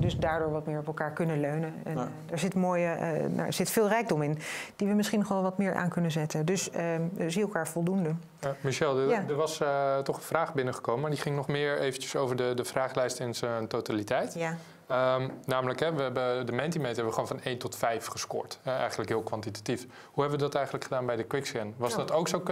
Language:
Dutch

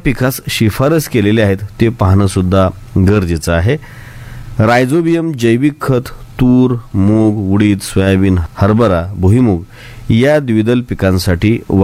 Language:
Marathi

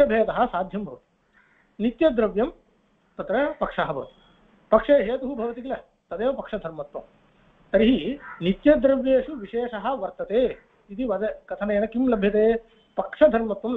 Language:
Sanskrit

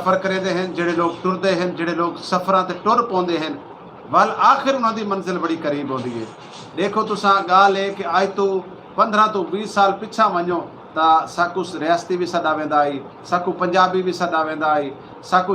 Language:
Saraiki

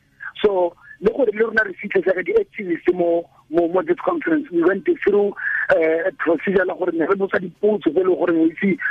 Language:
Tswana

